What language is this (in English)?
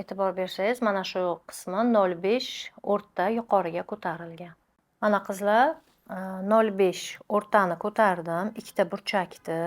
Uzbek